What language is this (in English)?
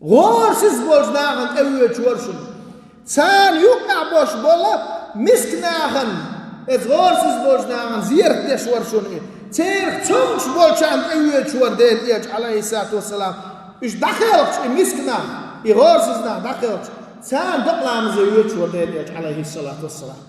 Chechen